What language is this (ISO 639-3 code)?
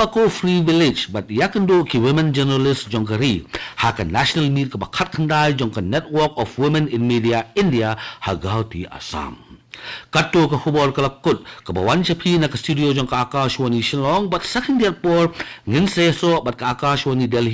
kha